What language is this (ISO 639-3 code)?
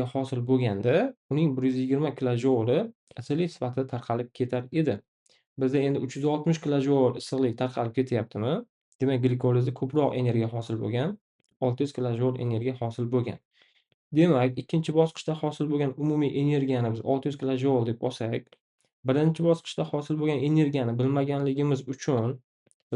uzb